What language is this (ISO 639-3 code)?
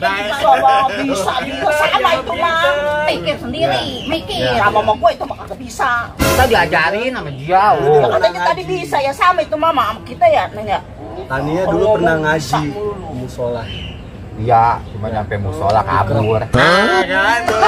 bew